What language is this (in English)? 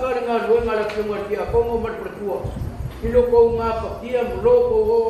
Samoan